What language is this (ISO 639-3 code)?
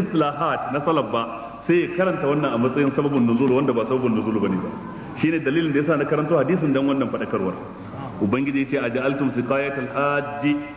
hau